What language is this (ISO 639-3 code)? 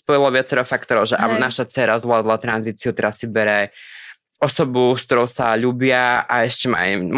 slk